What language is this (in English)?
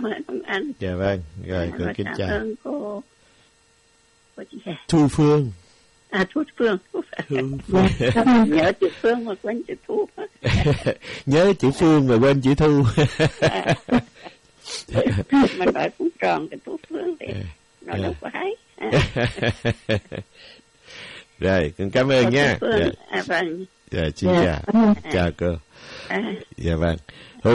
Vietnamese